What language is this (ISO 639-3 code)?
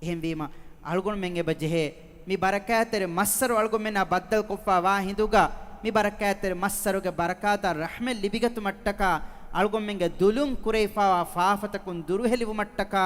div